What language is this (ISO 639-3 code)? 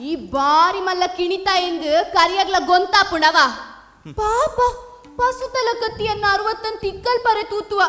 tcy